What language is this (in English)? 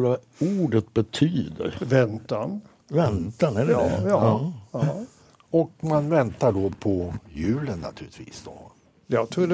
Swedish